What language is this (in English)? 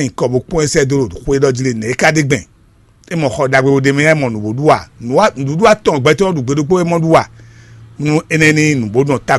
Fon